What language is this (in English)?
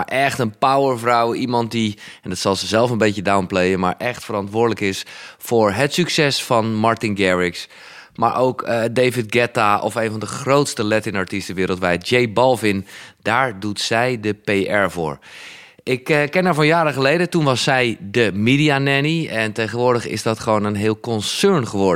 Dutch